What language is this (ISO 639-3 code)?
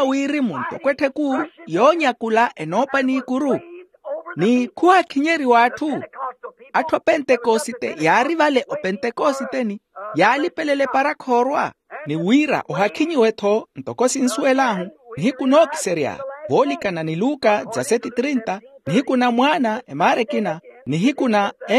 vmw